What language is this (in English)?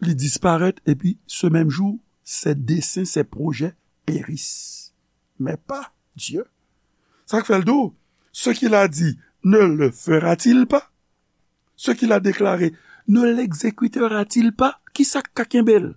Haitian Creole